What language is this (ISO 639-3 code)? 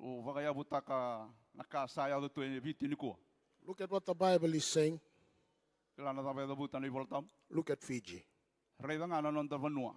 fij